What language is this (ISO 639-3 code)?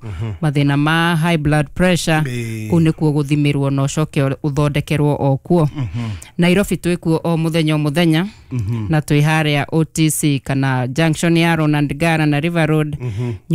kik